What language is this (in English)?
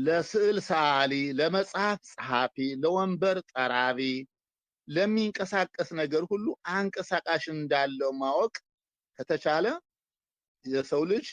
Amharic